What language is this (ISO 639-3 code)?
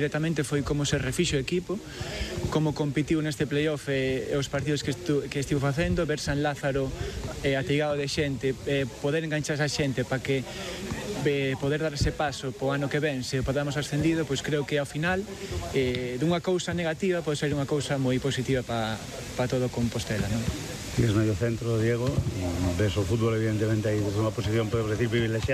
glg